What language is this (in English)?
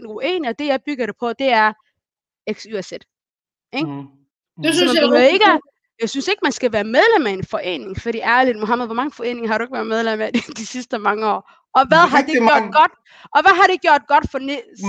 Danish